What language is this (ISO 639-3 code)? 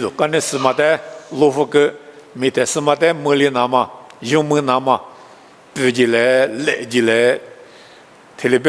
lis